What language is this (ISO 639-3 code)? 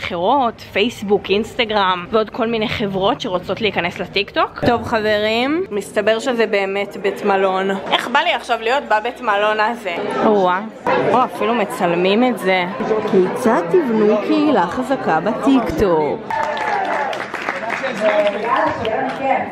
heb